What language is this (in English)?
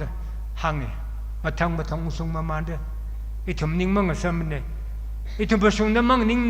Tangkhul Naga (India)